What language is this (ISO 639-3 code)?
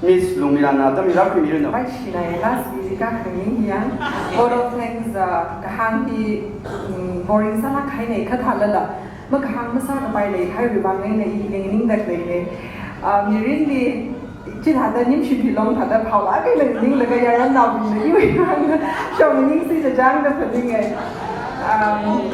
nmf